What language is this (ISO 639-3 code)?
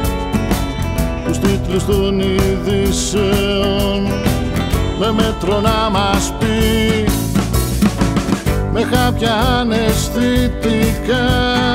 ell